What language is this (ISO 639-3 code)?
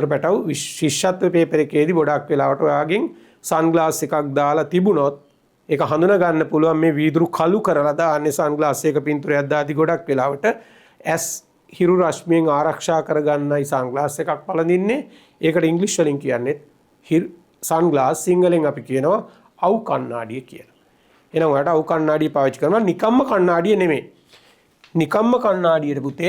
sin